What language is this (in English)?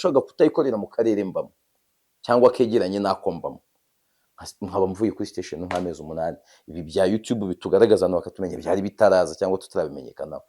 Kinyarwanda